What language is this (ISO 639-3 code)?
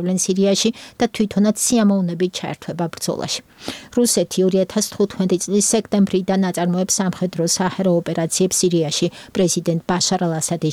kat